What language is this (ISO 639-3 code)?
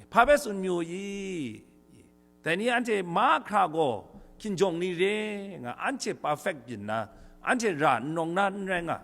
kac